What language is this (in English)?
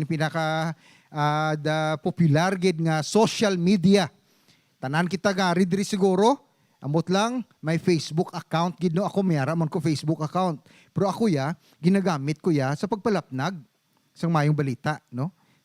Hiligaynon